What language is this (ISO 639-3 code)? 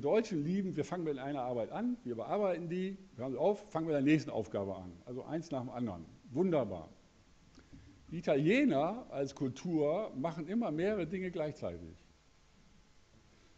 deu